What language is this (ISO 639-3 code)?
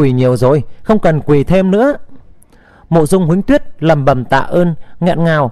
vie